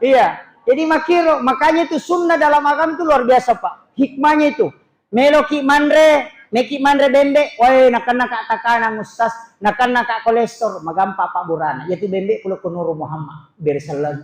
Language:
Buginese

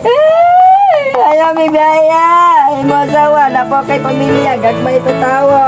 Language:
Cebuano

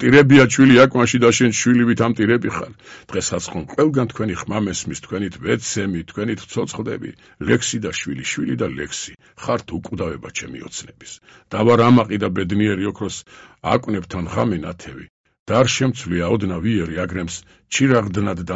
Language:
Georgian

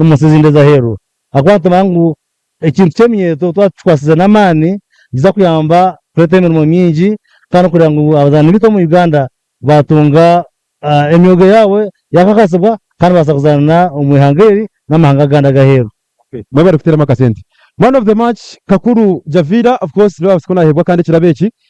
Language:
Nyankole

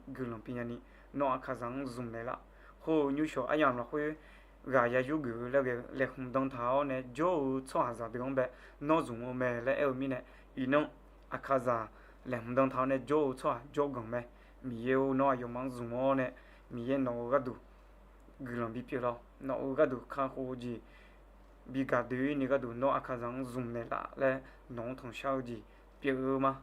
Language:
Akha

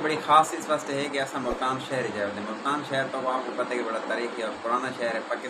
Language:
Saraiki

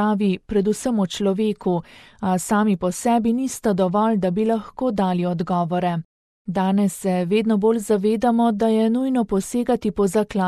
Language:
Slovenian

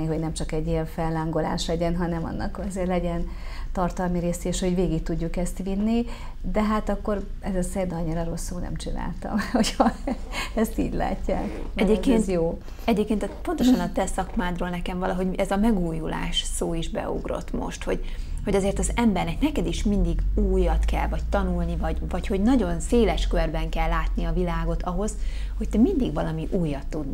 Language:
Hungarian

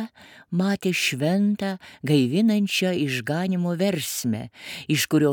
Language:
Lithuanian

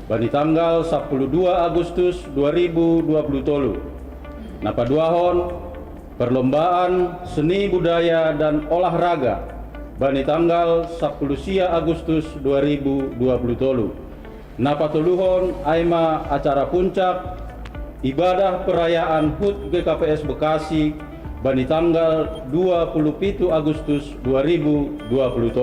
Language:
Batak Simalungun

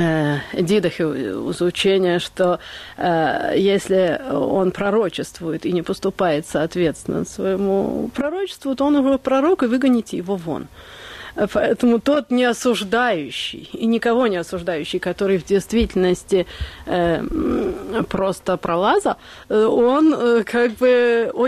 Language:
Russian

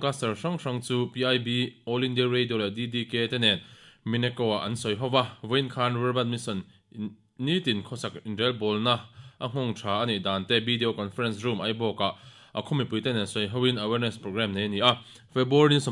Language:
Mizo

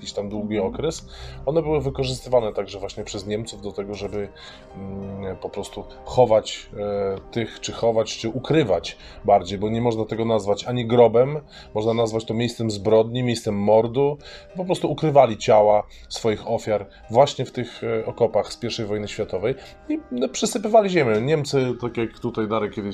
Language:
Polish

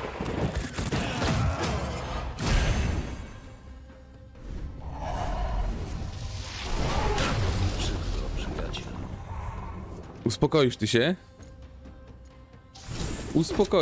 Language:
Polish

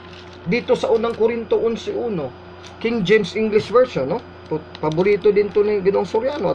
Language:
Filipino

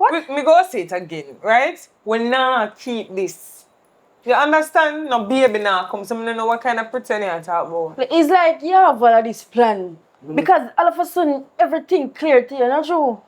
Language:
Jamaican Creole English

